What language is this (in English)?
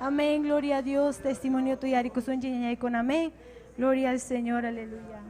Ayacucho Quechua